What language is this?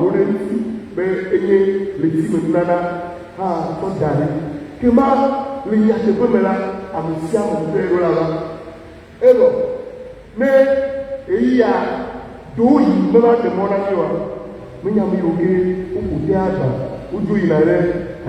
Ewe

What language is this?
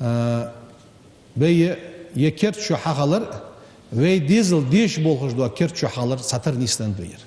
Ingush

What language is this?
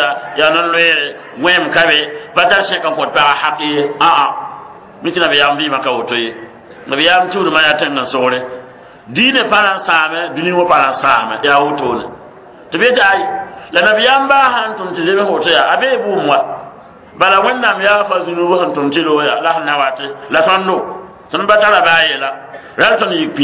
Mossi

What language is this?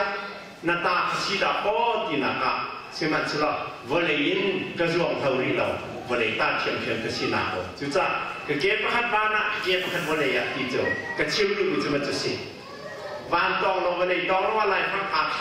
Hakha Chin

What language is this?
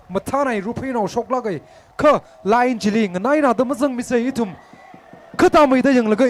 Tangkhul Naga (India)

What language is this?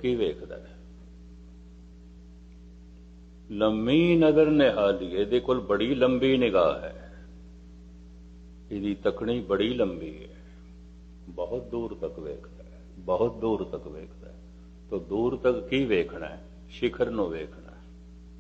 Punjabi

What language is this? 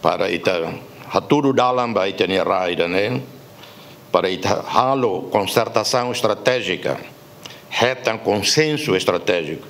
Tetum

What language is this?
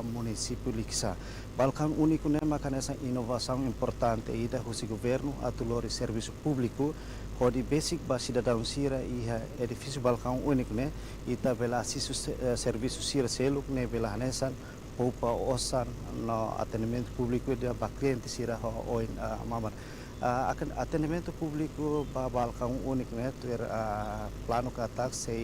Tetum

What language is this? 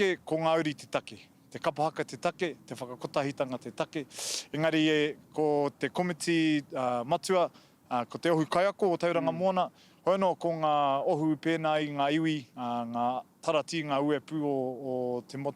Māori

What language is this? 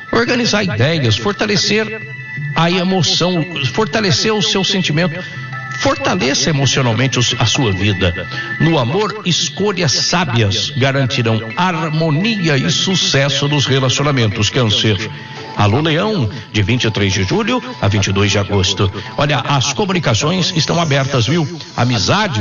Portuguese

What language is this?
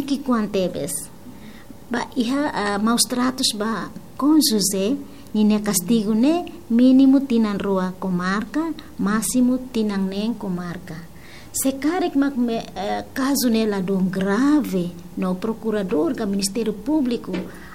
Tetum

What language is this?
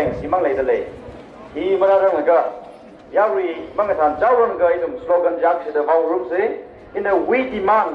Tangkhul Naga (India)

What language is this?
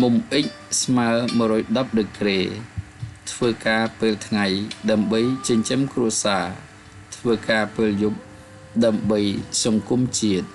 Khmer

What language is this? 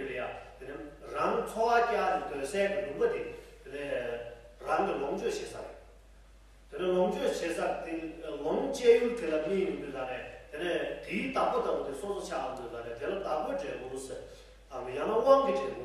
Tibetan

